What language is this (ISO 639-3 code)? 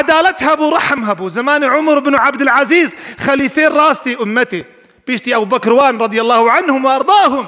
kur